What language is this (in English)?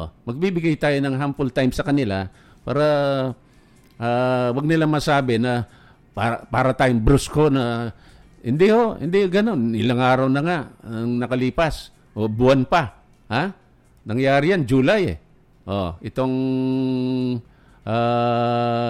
Filipino